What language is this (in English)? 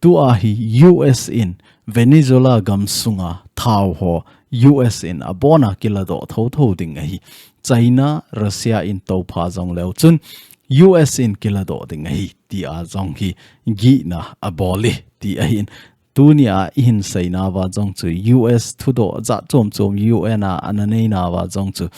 Thado Chin